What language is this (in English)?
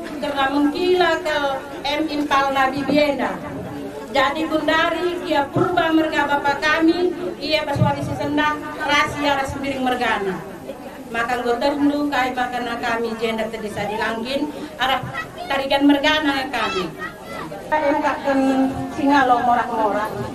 Batak Karo